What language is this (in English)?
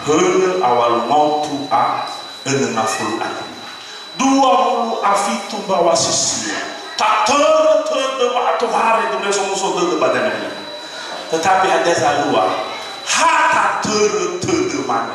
Nias